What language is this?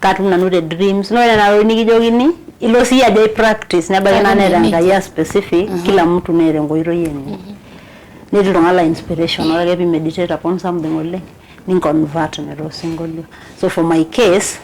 Masai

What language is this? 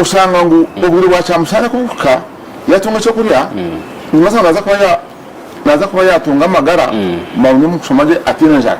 Nyankole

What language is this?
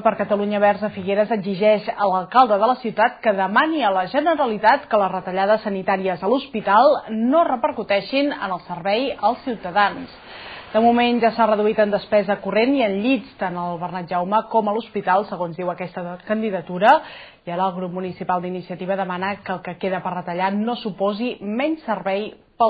Catalan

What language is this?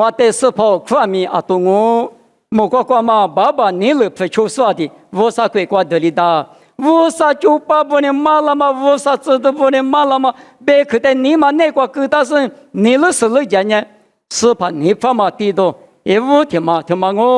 Lisu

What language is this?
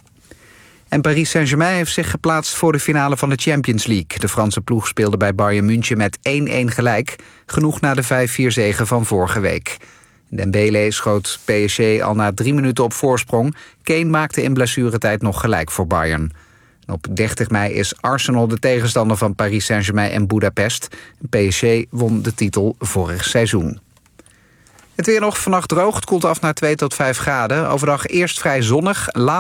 Dutch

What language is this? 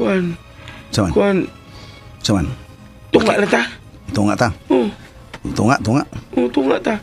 Cebuano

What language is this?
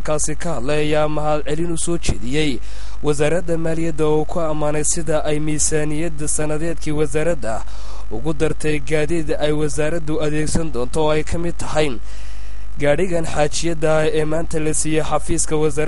Somali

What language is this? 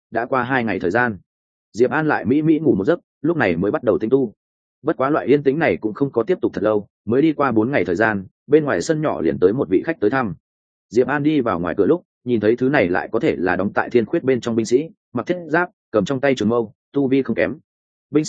Vietnamese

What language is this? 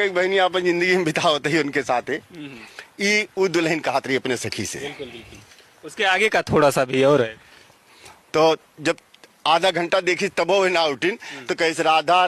Bhojpuri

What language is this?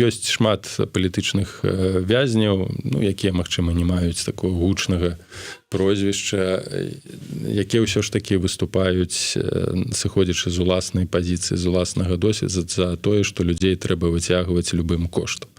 Belarusian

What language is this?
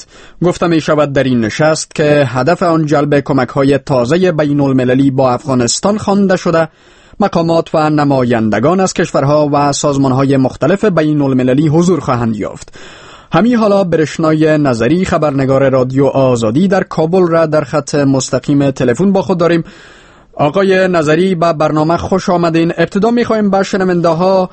Persian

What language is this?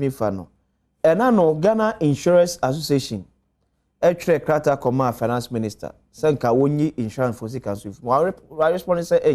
Akan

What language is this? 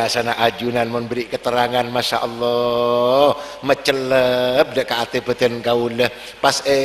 Madurese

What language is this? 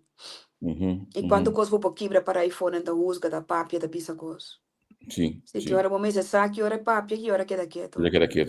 Papiamento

